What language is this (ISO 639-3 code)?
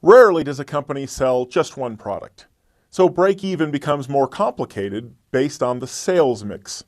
eng